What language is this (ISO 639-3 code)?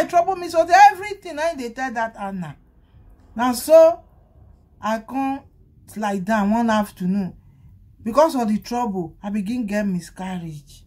pcm